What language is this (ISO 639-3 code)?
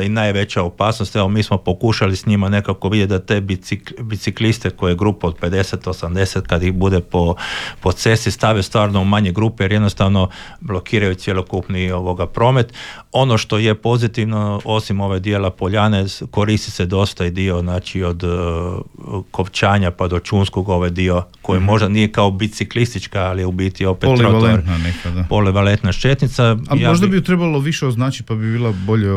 hrv